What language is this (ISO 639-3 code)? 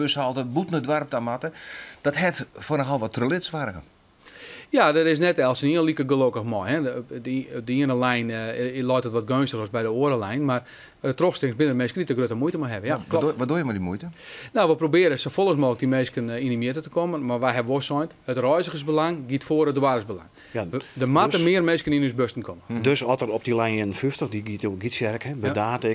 fry